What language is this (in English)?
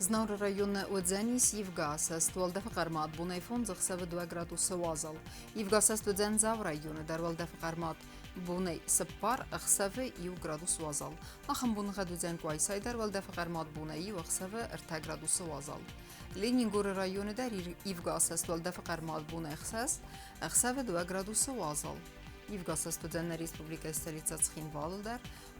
Ossetic